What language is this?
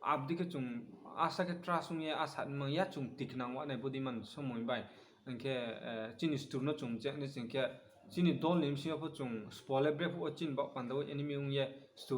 Riang (India)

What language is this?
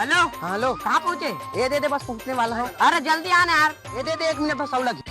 Chhattisgarhi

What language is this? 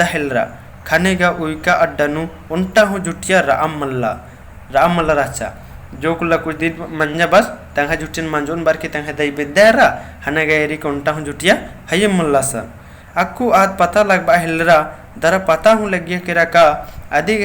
Kurukh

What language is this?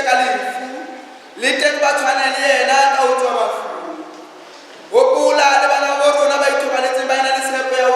Southern Sotho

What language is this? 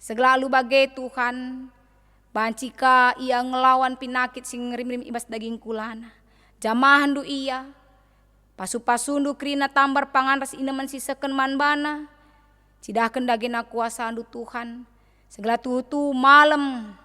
Batak Karo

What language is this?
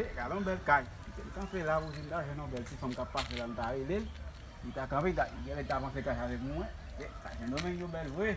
Haitian Creole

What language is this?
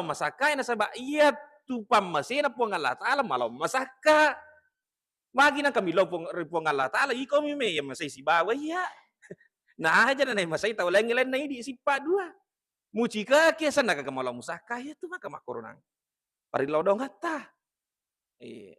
Buginese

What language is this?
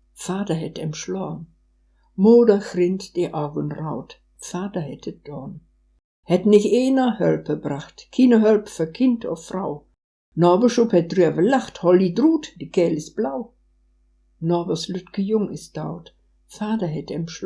Westphalien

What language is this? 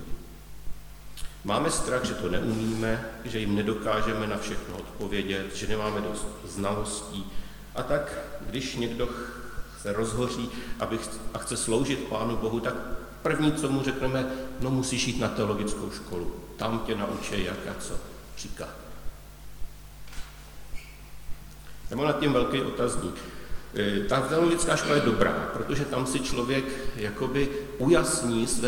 Czech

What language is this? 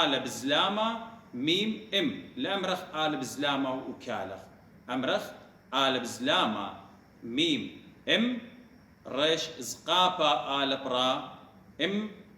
Assyrian Neo-Aramaic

